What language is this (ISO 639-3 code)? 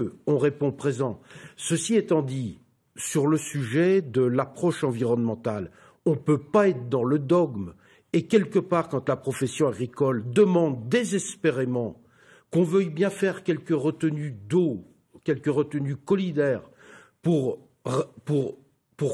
fra